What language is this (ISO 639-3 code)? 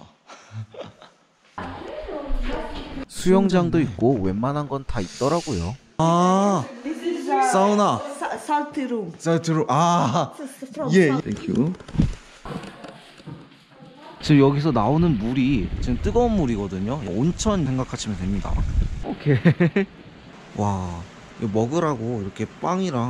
kor